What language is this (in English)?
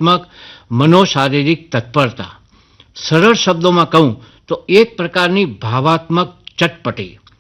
Gujarati